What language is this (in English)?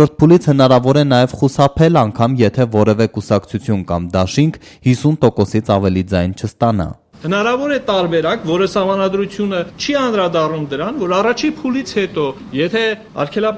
Armenian